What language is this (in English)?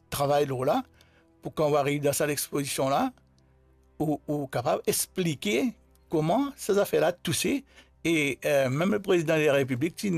Morisyen